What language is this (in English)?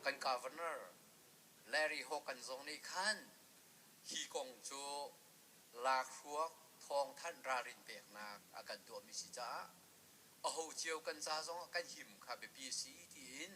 Hakha Chin